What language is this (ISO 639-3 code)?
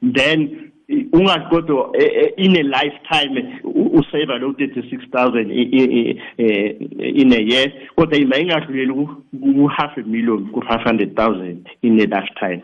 nbl